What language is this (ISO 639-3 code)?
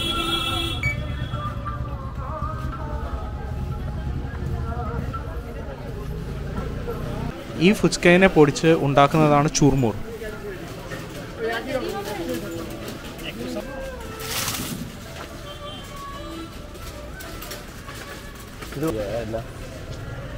mal